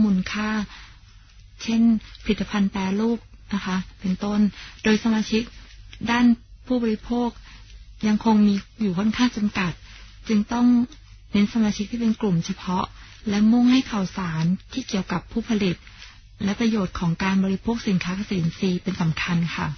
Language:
Thai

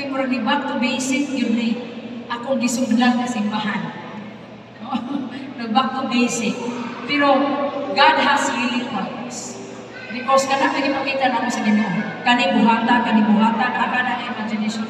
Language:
Cebuano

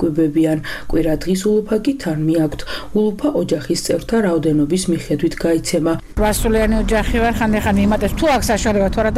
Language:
Georgian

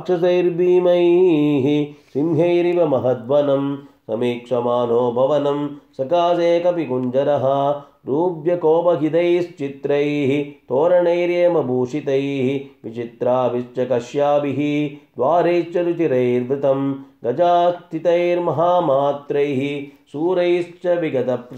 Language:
Sanskrit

